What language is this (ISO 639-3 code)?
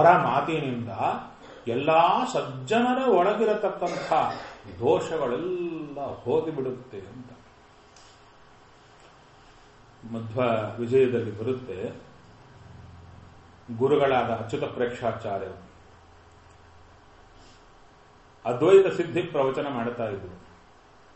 kan